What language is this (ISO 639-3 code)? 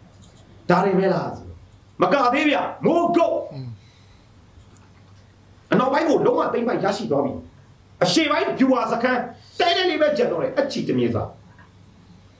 mya